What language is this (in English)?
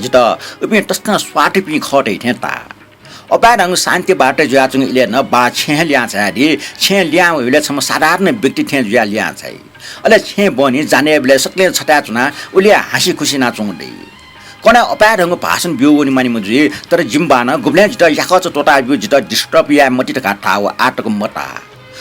Newari